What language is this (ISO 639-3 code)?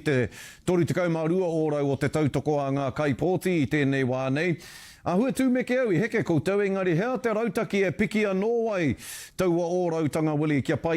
mri